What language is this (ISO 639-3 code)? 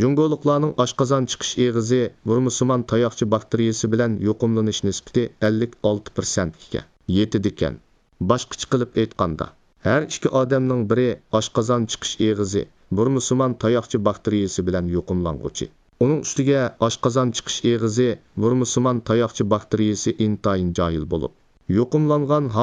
uig